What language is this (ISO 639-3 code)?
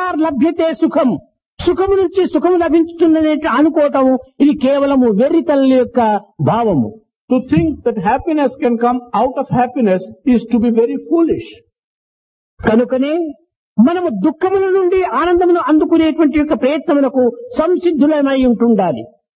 tel